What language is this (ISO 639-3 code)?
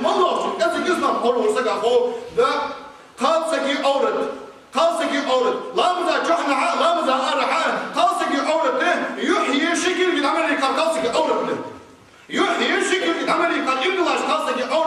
inh